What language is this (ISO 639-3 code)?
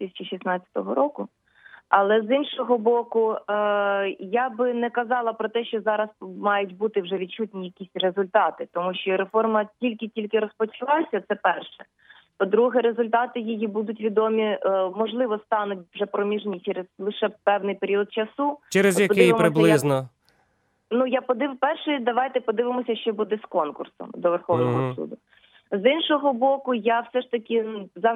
ukr